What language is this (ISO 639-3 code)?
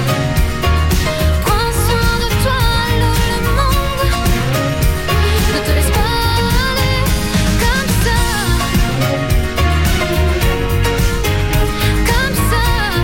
fra